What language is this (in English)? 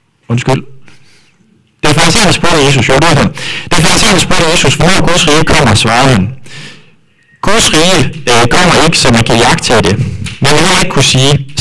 Danish